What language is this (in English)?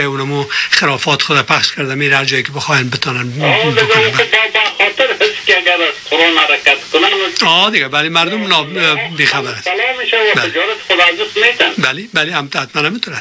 Persian